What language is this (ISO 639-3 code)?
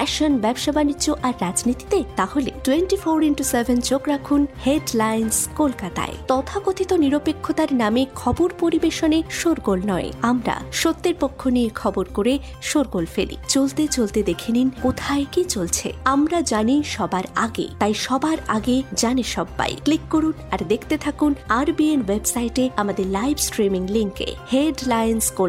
ben